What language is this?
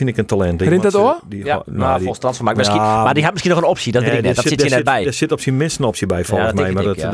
Western Frisian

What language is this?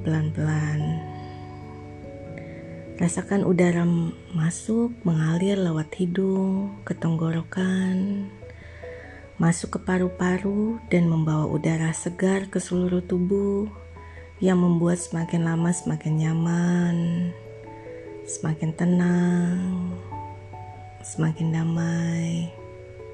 Indonesian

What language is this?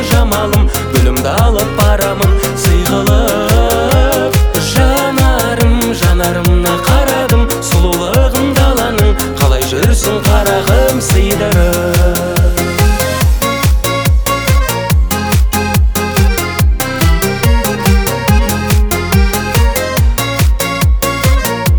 Kazakh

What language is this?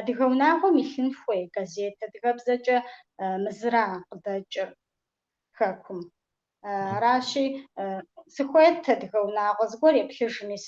Kabardian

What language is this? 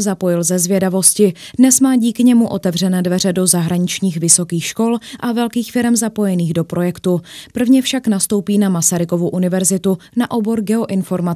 Czech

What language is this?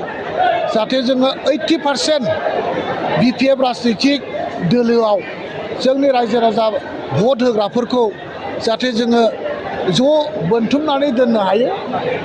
Bodo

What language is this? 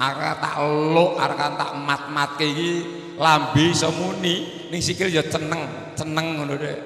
Javanese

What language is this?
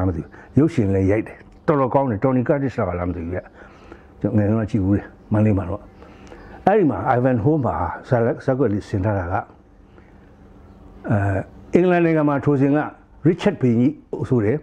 Burmese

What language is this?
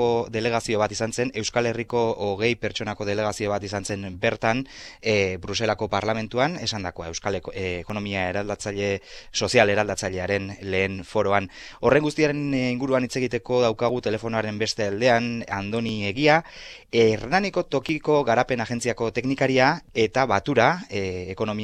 Basque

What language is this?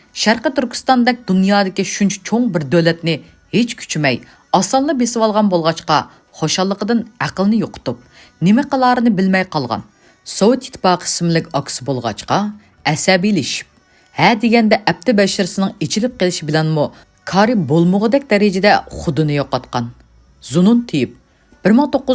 Uyghur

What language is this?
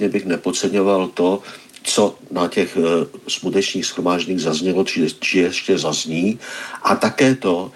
Czech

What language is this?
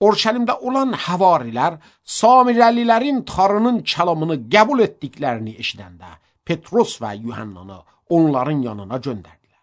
Azerbaijani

